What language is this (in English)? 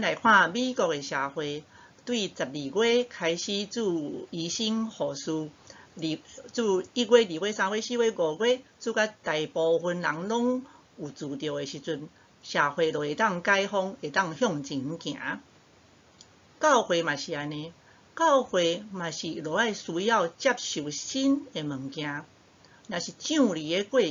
Min Nan Chinese